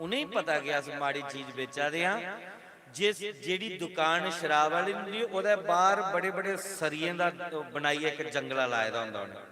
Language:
Dogri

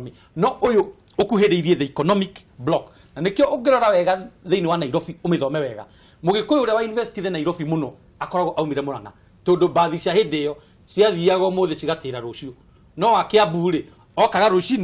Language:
Kikuyu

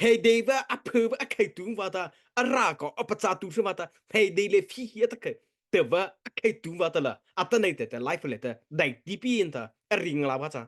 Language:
Mara Chin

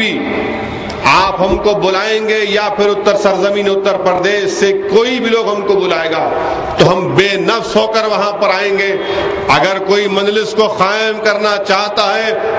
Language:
Urdu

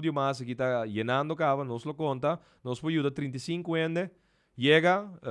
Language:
Papiamento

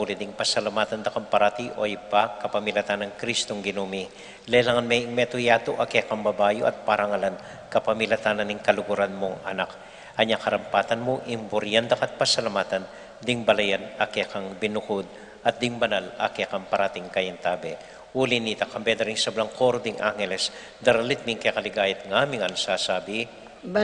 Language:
Pampanga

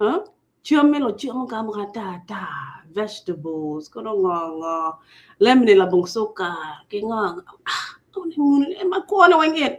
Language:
Acoli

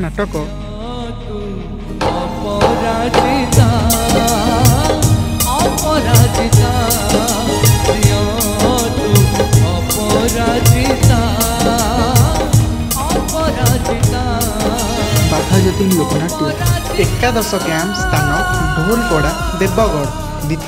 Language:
Odia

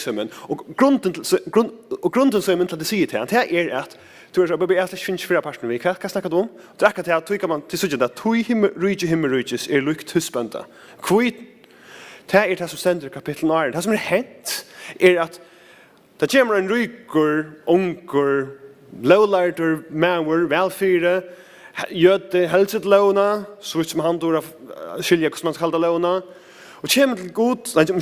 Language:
Faroese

